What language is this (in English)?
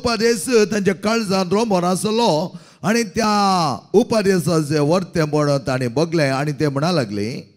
Konkani